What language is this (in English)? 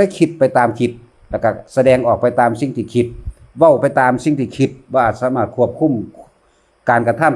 Northeastern Thai